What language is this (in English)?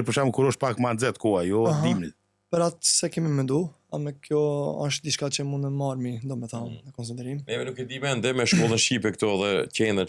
Albanian